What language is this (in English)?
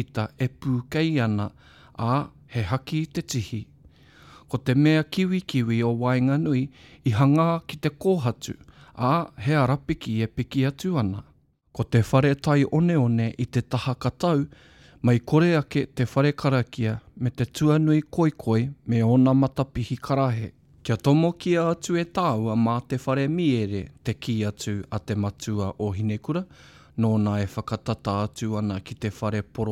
Māori